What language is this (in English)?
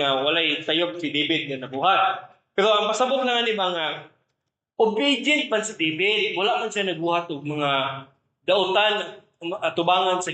Cebuano